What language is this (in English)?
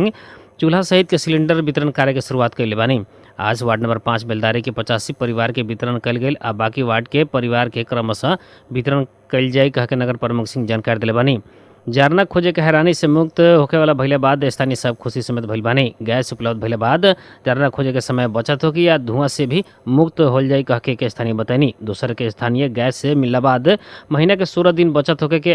Bhojpuri